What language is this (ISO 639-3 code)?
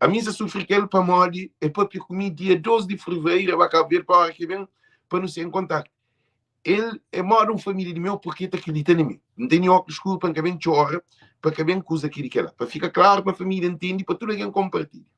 kea